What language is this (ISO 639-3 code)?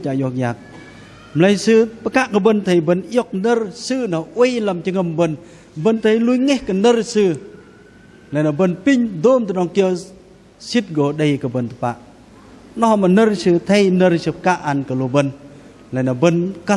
bdq